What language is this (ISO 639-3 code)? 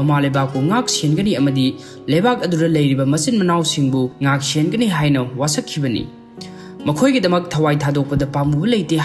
mni